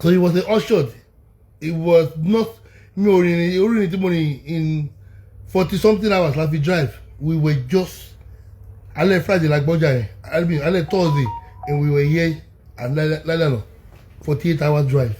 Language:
Yoruba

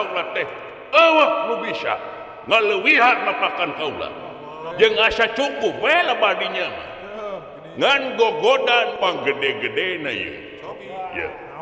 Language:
Sundanese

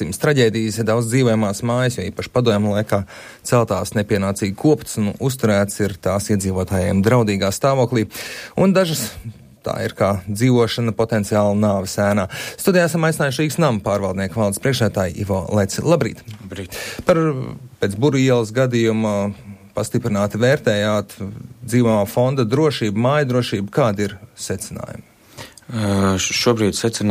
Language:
Latvian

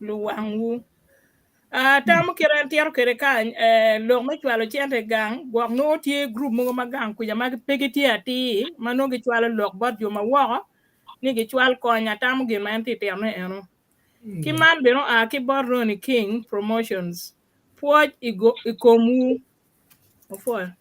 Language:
Acoli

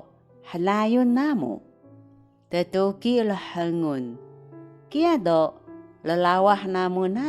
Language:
Taroko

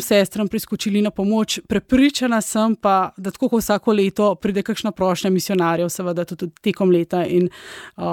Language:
Slovenian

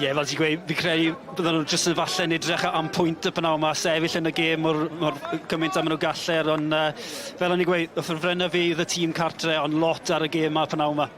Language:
Welsh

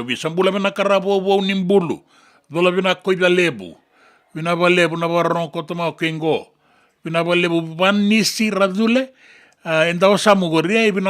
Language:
Fijian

